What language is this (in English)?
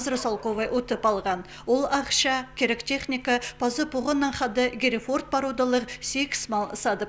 Khakas